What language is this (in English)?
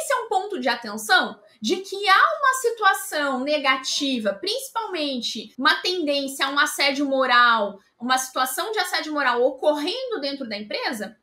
Portuguese